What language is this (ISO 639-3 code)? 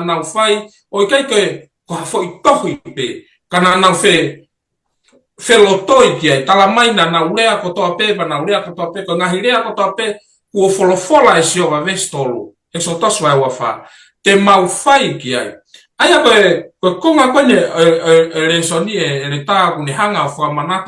ton